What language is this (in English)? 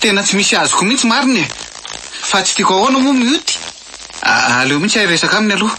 Malagasy